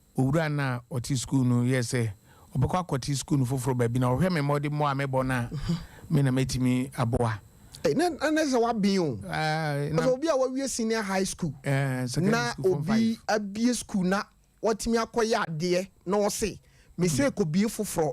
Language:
Akan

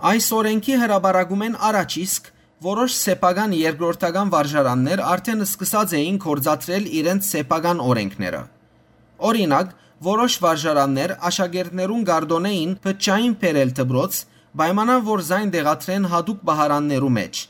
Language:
Western Armenian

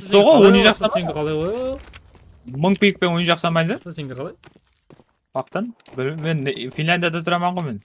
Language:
Kara-Kalpak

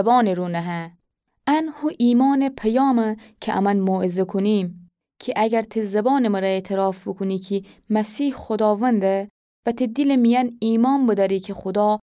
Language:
Gilaki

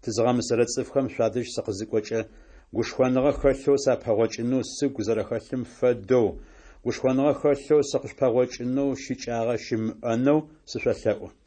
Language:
Adyghe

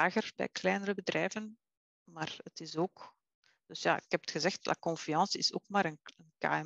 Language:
Dutch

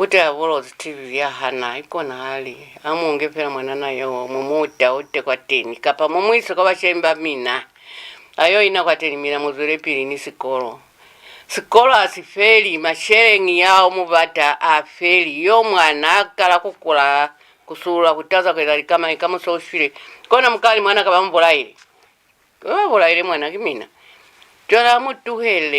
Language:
Lozi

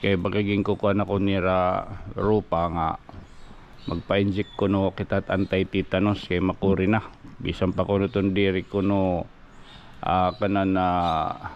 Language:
Waray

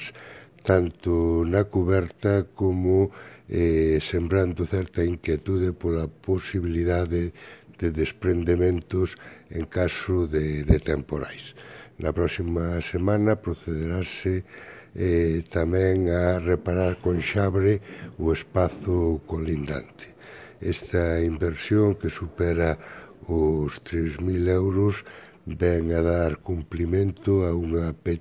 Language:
Galician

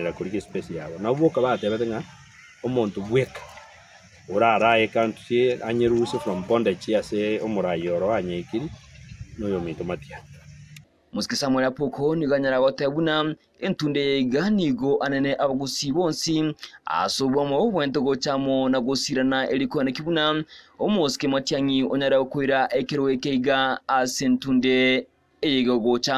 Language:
Gusii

